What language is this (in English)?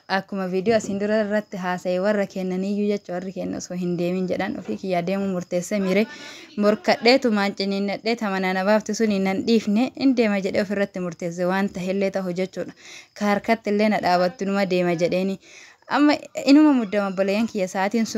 Oromo